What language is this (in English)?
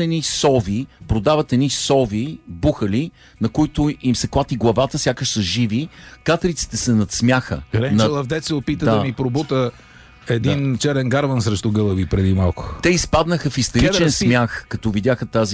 Bulgarian